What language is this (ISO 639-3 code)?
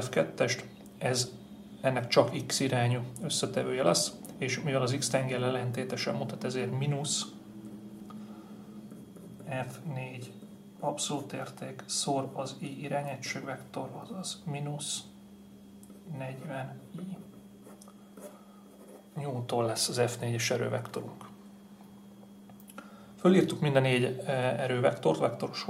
hun